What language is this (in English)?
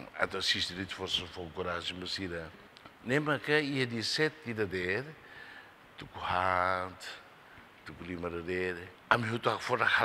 Tetum